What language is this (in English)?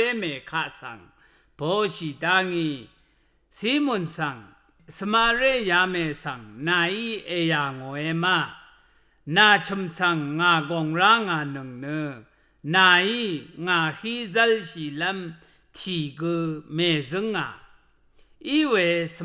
Rawang